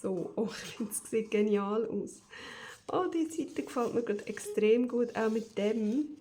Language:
Swiss German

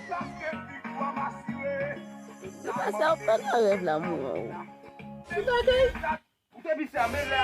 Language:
Haitian Creole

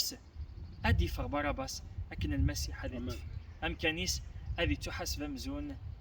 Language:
Kabyle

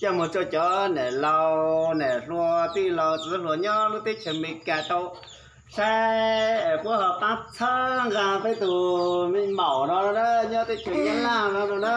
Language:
Hmong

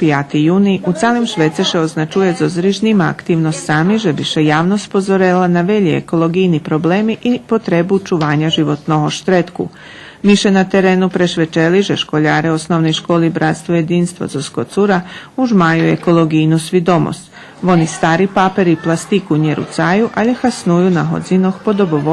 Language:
Rusyn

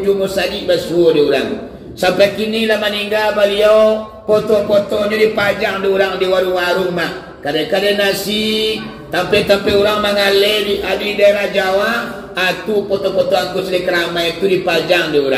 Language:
Minangkabau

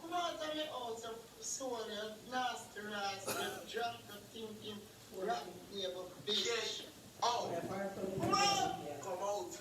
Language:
Jamaican Creole English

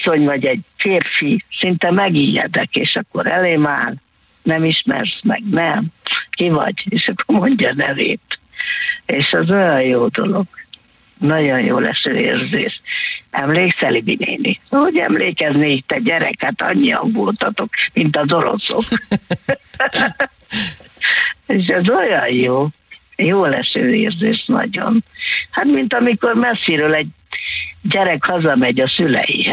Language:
Hungarian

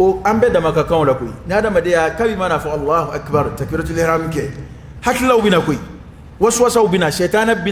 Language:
Dyula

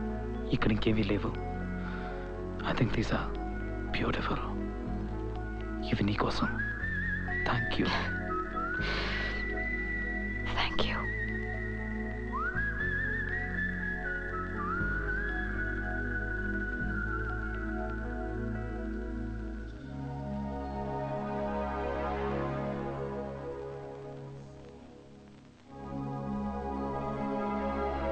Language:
Telugu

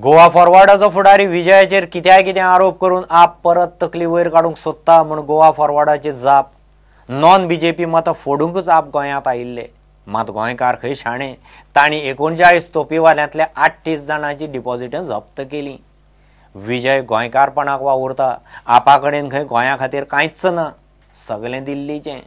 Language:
Konkani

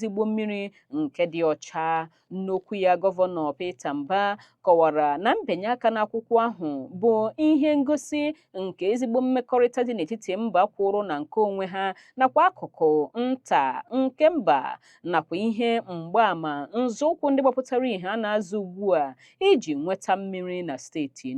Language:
Igbo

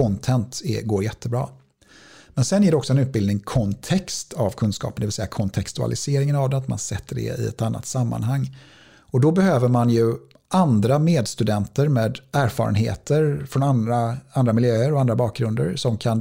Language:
Swedish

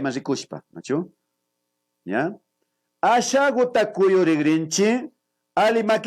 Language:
Imbabura Highland Quichua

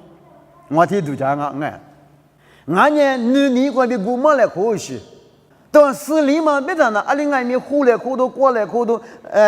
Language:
Lisu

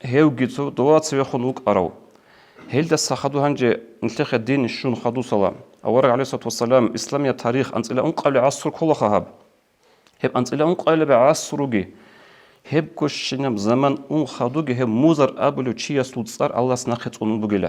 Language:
Avaric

